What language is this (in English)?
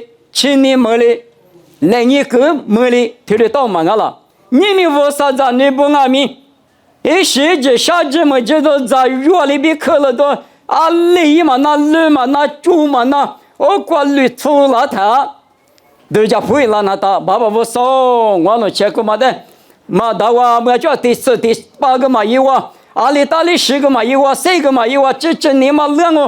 Lisu